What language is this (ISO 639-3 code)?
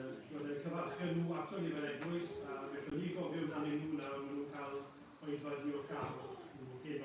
cym